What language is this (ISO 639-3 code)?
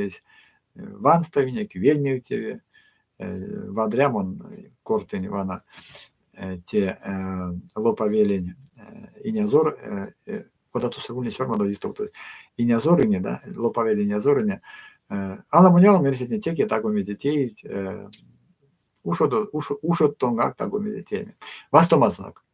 myv